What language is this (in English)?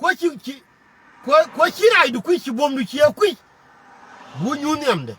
Nuer